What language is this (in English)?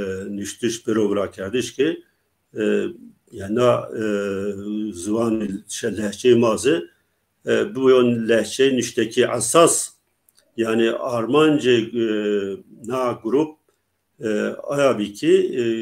Zaza